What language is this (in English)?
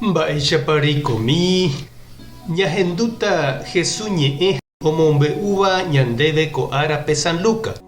Guarani